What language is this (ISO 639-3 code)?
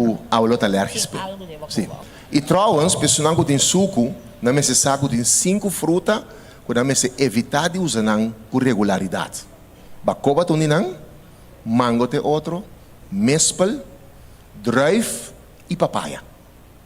pap